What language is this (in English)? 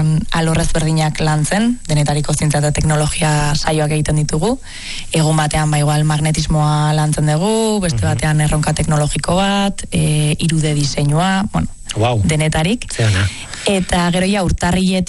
Basque